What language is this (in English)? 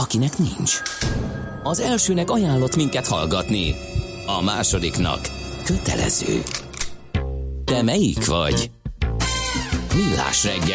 Hungarian